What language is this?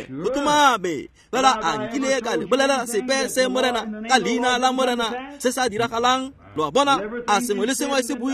Tswana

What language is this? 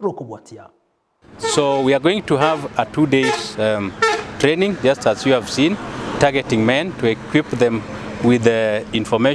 Gusii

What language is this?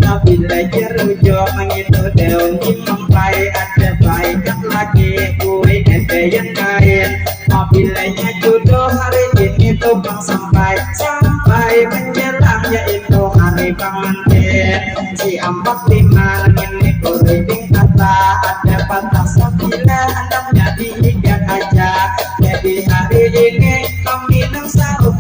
Banjar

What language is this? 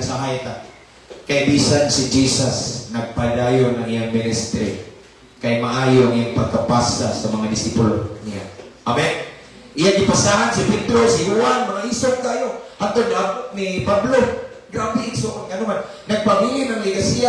Cebuano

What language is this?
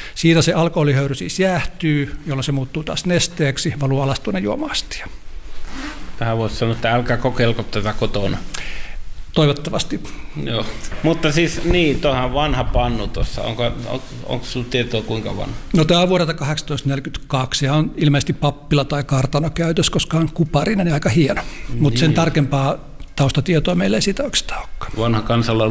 Finnish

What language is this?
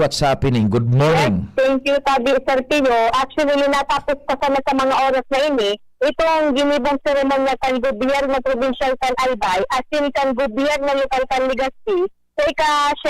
Bikol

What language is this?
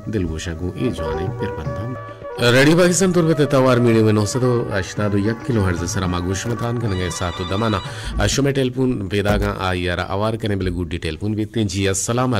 Baluchi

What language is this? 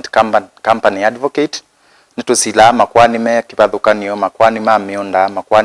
Kamba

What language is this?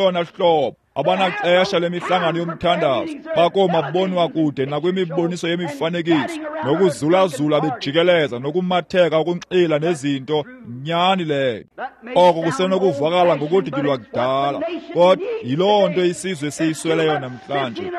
Xhosa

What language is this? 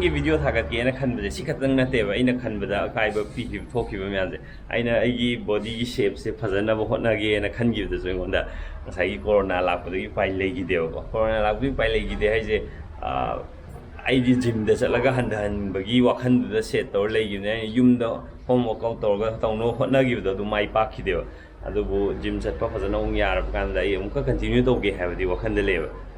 Manipuri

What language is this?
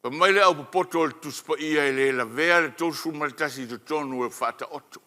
Samoan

